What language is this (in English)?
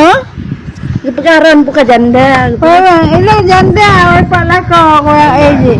Achinese